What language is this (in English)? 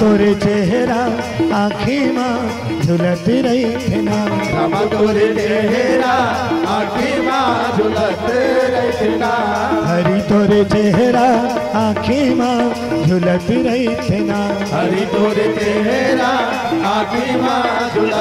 Chhattisgarhi